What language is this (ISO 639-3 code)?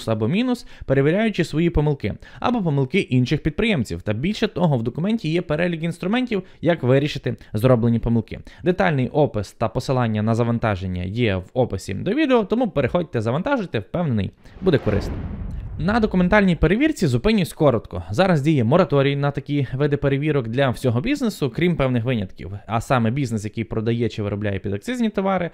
ukr